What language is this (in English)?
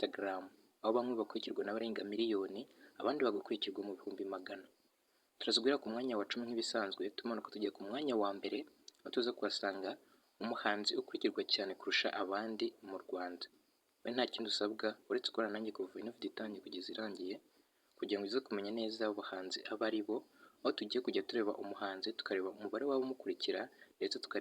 Kinyarwanda